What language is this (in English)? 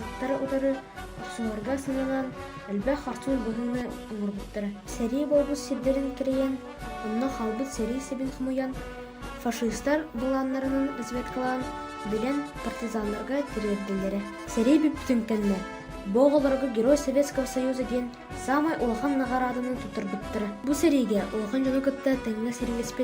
Yakut